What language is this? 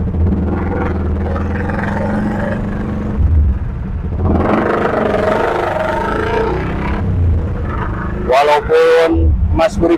Indonesian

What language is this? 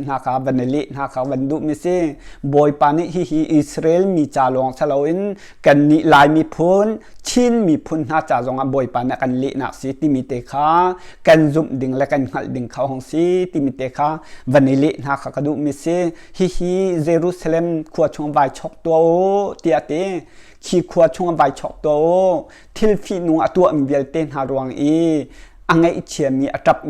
Hakha Chin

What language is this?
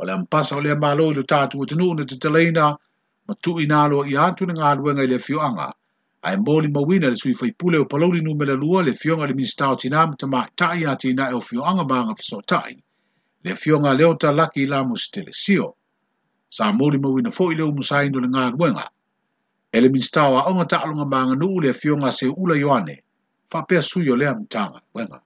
Samoan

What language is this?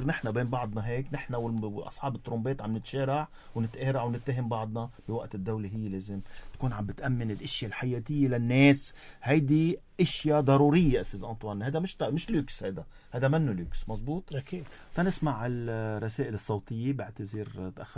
North Levantine Arabic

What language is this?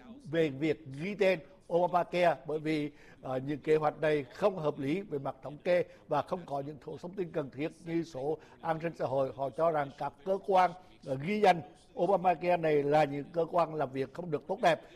Vietnamese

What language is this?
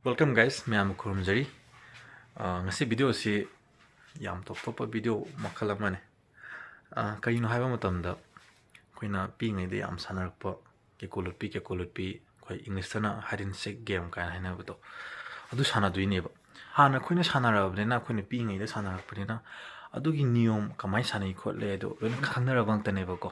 Manipuri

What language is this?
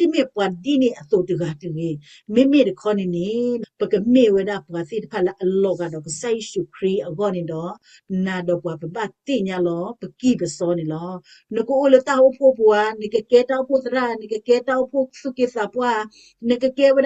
S'gaw Karen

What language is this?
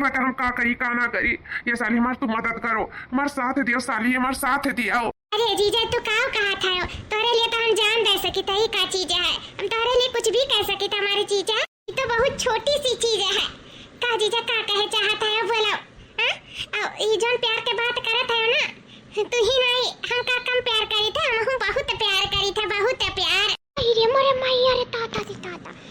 Awadhi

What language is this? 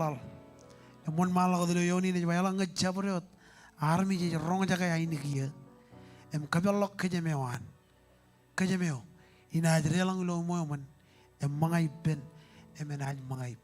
Marshallese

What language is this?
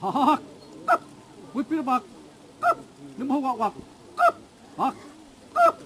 Xavánte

